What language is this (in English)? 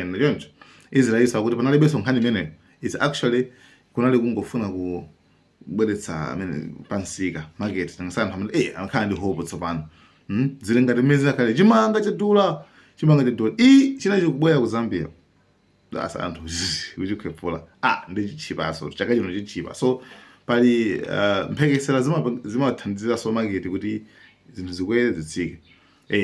Nyanja